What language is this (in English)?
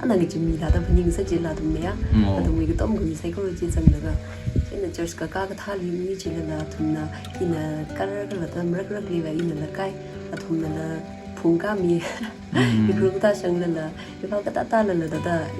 Tangkhul Naga (India)